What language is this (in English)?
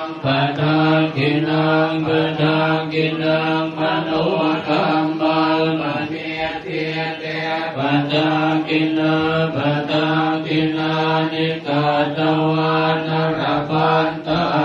Pali